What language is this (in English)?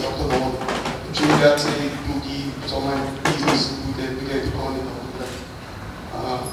Slovak